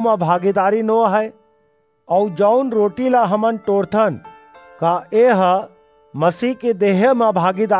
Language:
Chhattisgarhi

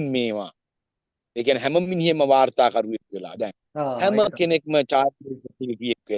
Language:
Sinhala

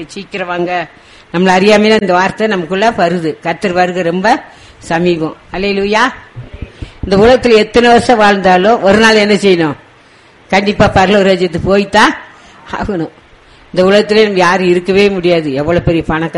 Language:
Tamil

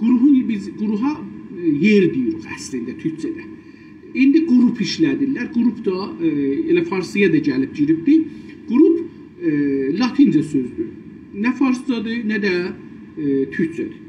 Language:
South Azerbaijani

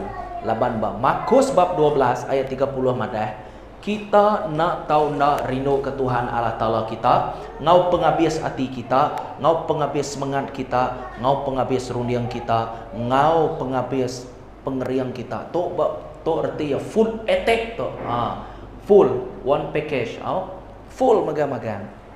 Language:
Iban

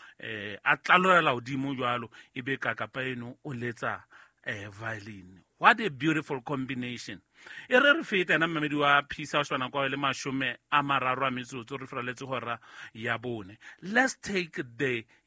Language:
Southern Sotho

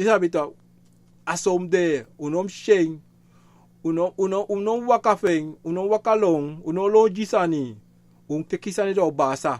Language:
Sranan Tongo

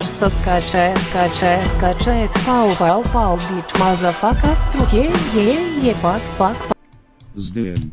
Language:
Rusyn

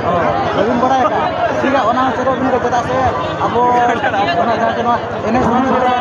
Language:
Santali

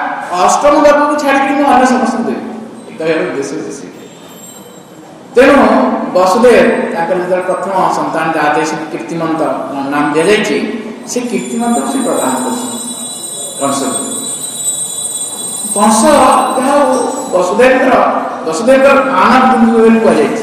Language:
Odia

